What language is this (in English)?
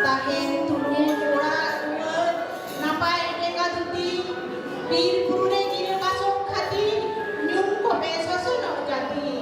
Santali